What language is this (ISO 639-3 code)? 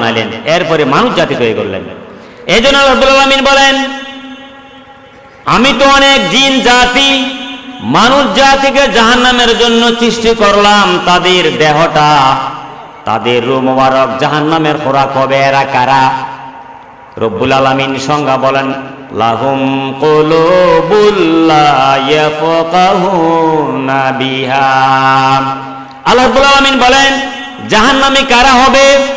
ben